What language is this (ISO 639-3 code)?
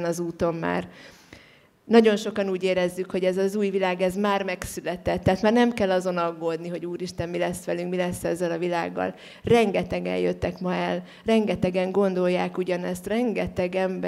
hun